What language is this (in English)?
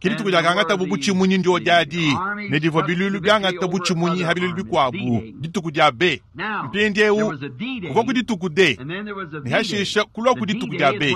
Luba-Lulua